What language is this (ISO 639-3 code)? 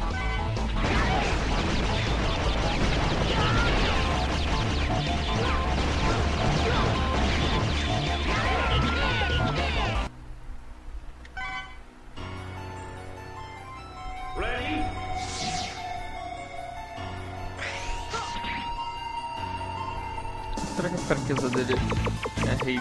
por